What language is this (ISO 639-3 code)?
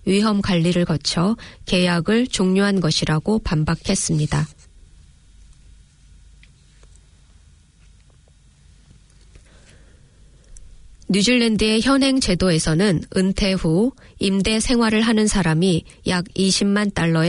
kor